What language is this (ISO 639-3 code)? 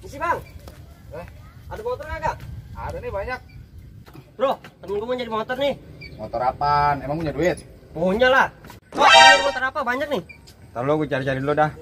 bew